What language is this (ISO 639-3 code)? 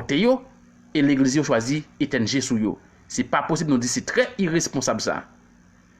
hat